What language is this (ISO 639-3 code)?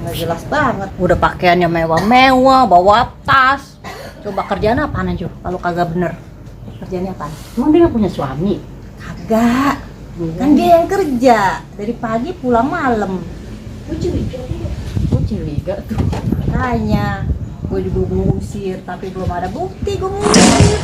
bew